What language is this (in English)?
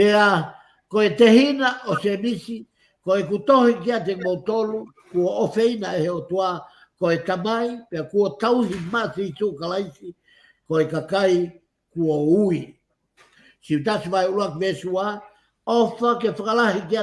Tongan